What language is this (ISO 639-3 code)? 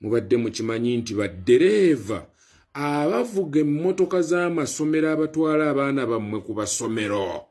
lug